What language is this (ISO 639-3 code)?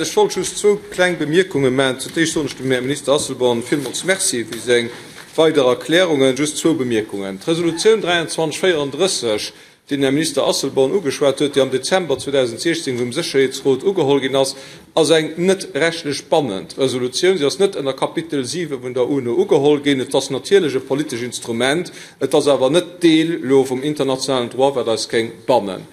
ltz